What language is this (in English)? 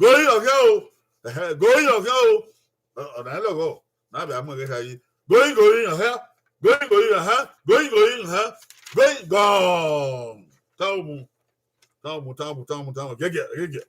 Bini